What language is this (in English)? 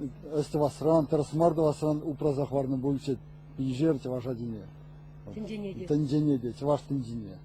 Chuvash